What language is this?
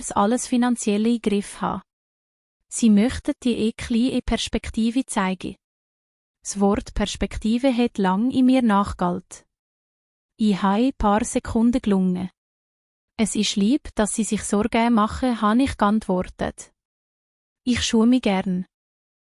Swiss German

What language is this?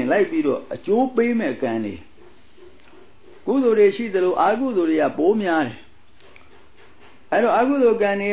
Burmese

